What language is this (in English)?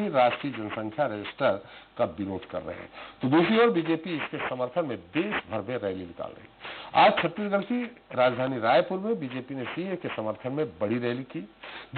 Hindi